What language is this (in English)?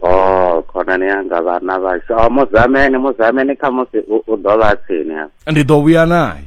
Venda